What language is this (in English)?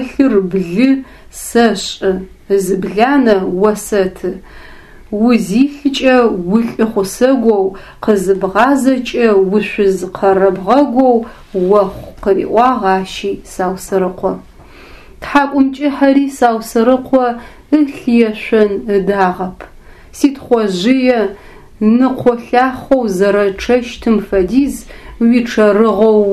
Adyghe